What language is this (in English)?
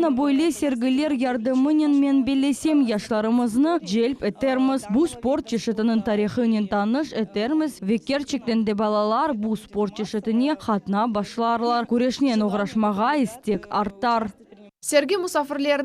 Crimean Tatar